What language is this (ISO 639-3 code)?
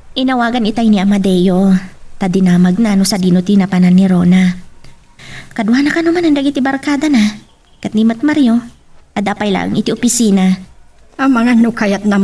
ilo